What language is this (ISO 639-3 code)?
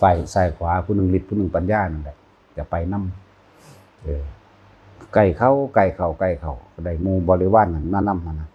tts